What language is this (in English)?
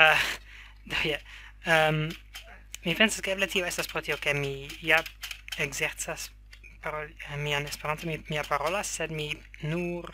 Esperanto